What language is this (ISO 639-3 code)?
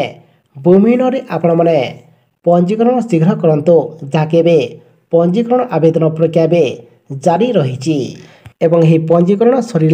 ori